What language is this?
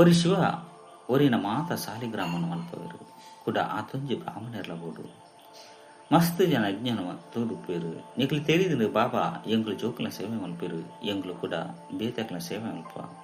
Tulu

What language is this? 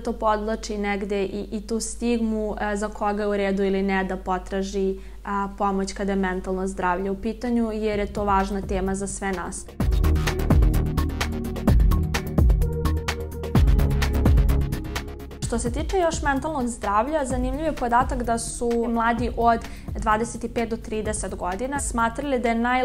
Serbian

